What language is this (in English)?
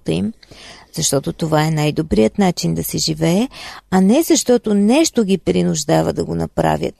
Bulgarian